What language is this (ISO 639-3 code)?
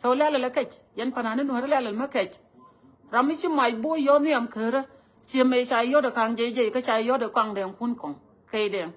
nus